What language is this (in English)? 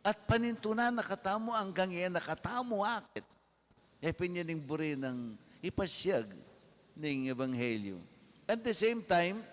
Pampanga